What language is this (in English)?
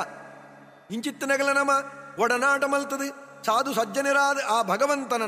Tulu